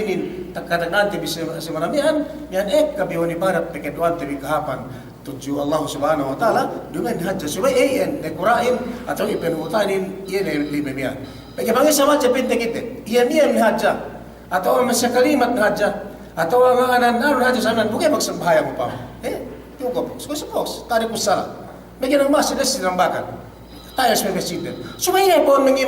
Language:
Yakan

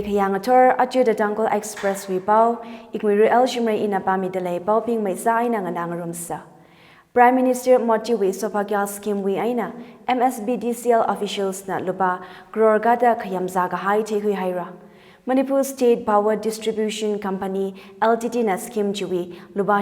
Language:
Tangkhul Naga (India)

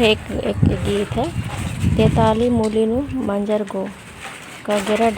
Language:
Kurukh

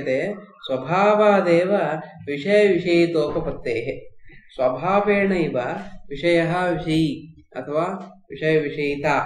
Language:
Sanskrit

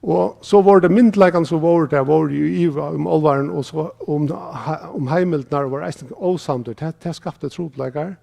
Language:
Faroese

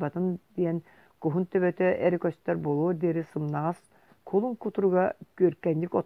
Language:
Yakut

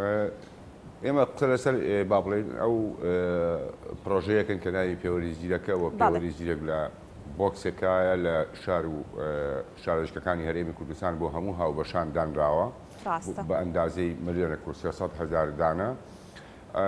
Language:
Central Kurdish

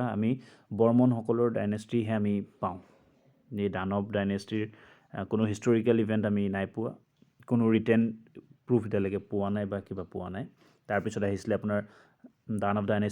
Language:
Assamese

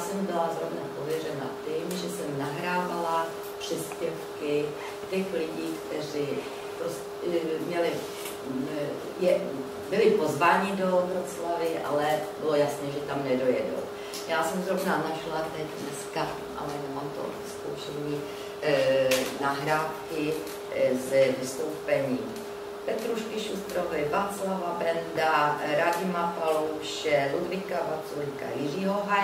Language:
Czech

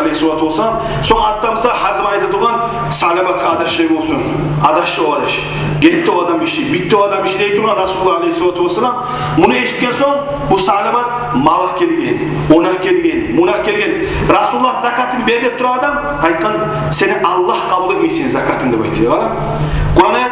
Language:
Kumyk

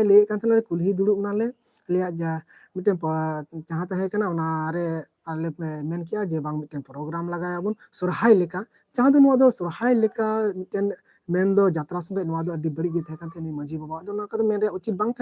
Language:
Santali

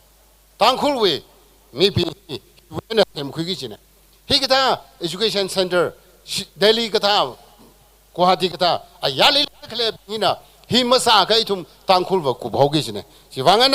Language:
Tangkhul Naga (India)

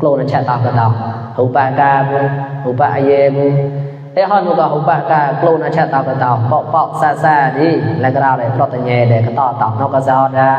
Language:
Mon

